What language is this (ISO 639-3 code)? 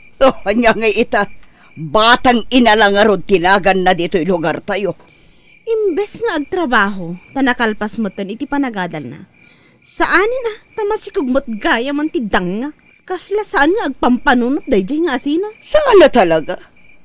ilo